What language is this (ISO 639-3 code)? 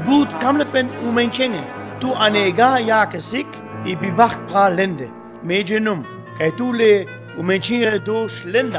rmo